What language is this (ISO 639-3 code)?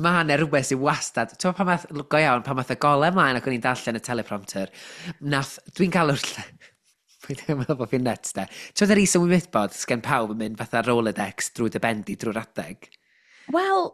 cym